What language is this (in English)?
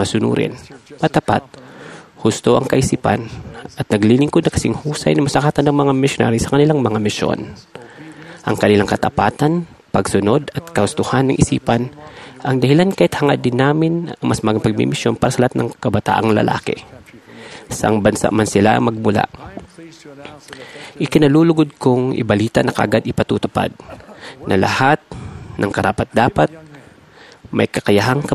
Filipino